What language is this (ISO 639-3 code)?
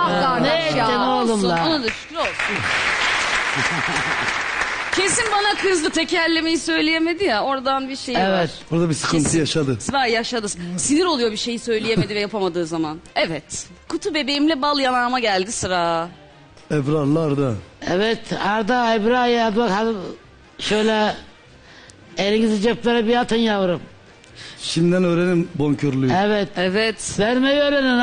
tur